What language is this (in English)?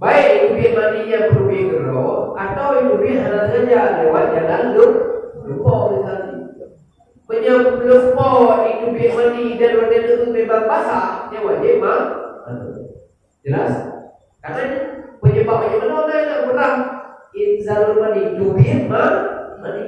Achinese